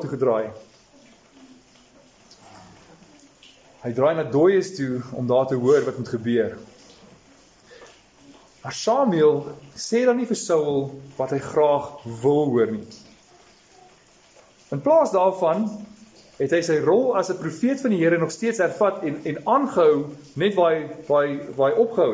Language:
Afrikaans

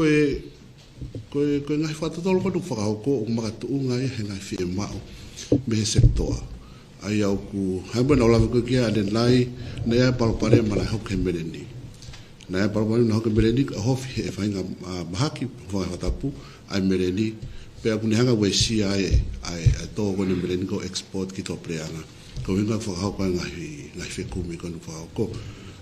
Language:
Tongan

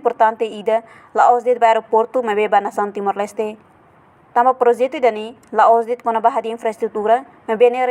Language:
Tetum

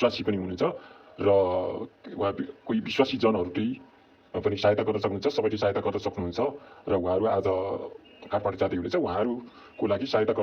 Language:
Nepali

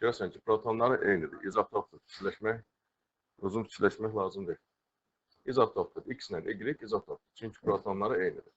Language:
Azerbaijani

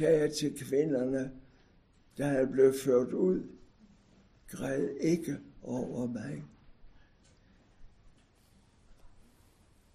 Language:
Danish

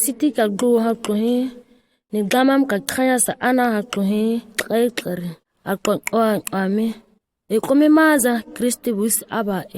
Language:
ǁGana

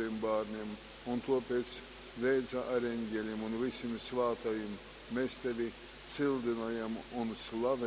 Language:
Latgalian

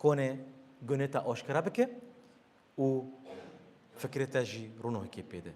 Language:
Kurdish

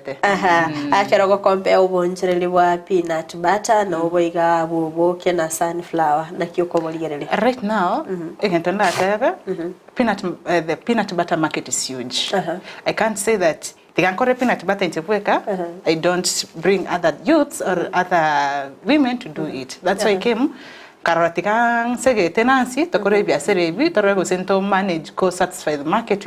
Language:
Gusii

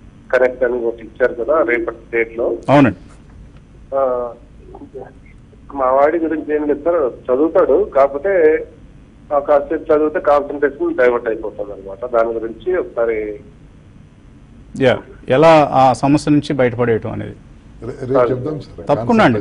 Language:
Telugu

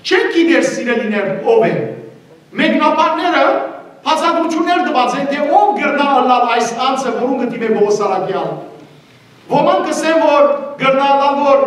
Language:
Western Armenian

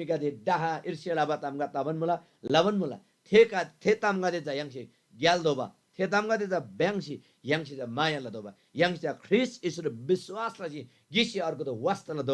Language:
Eastern Tamang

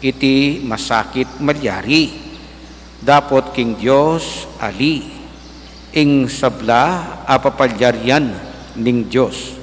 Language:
Pampanga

